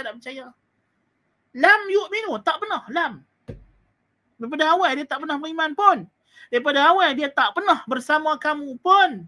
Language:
Malay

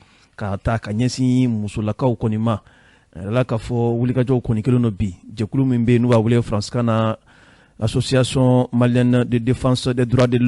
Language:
Bambara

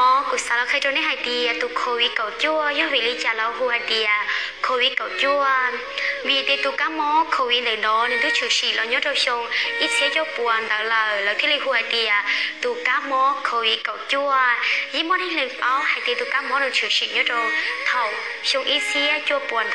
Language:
Hmong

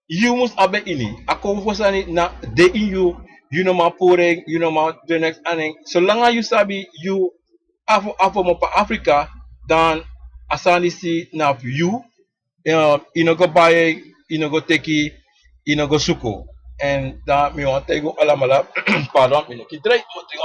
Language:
Sranan Tongo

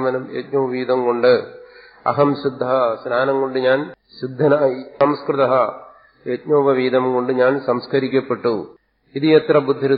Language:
English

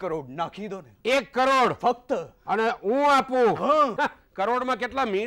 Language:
Gujarati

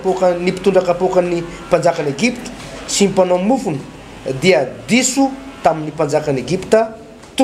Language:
Malagasy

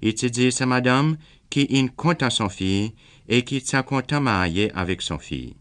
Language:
Seselwa Creole French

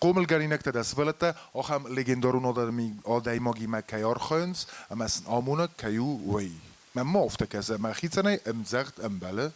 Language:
Ossetic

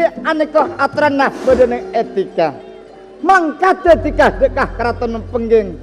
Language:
Madurese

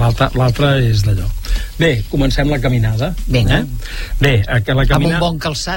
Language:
Catalan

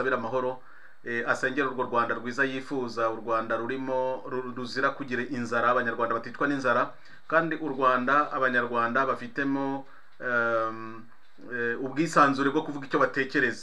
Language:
Kinyarwanda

